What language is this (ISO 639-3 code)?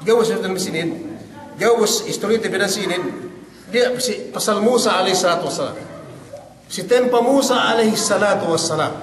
yka